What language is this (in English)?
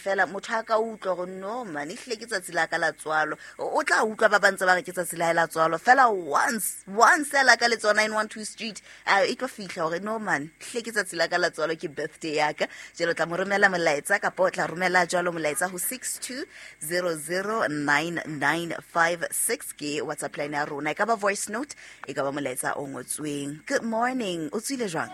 Southern Sotho